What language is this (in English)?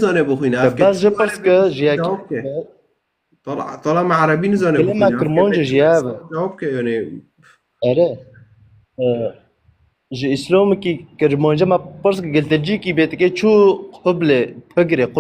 Kurdish